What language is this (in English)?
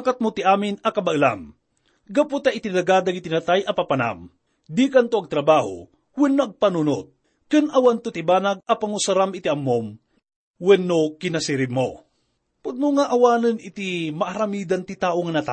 Iloko